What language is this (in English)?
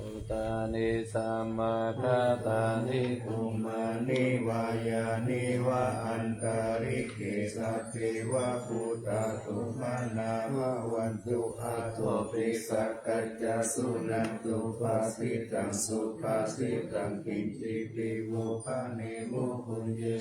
Pali